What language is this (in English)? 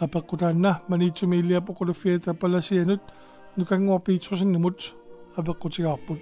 Kalaallisut